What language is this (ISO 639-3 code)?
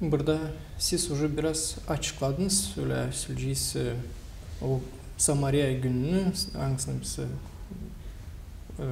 gag